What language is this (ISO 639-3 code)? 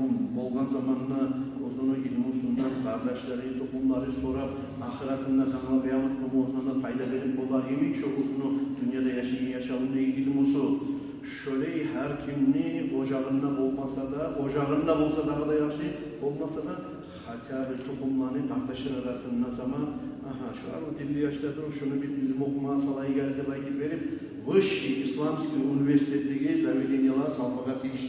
kum